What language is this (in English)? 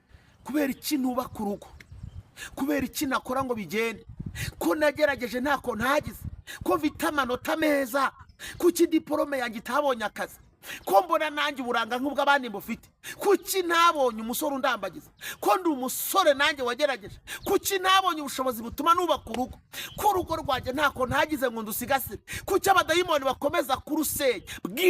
Kinyarwanda